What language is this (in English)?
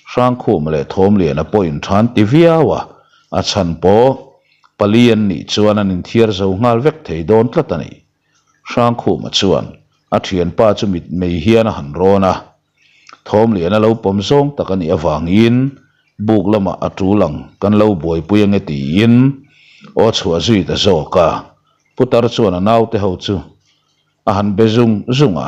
Mizo